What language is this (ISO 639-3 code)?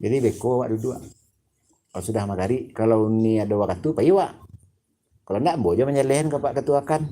min